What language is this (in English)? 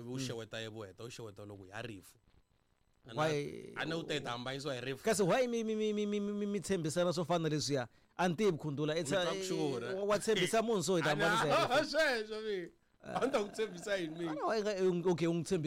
Tsonga